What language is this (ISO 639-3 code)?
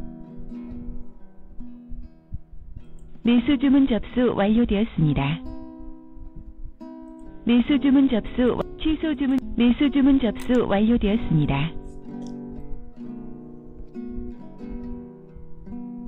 kor